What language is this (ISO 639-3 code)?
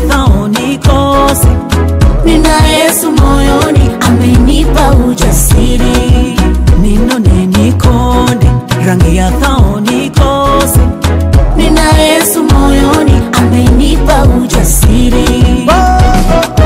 swa